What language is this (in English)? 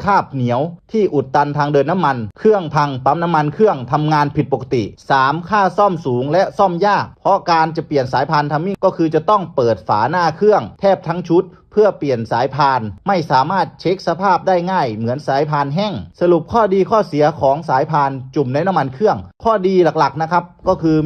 Lao